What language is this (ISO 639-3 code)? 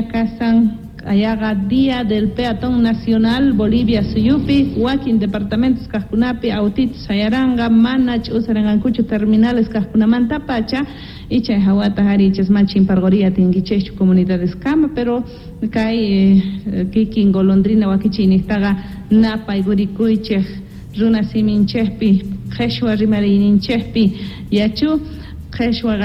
quh